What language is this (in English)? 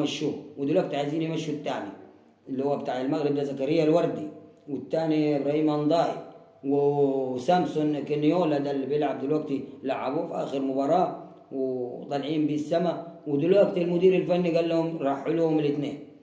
Egyptian Arabic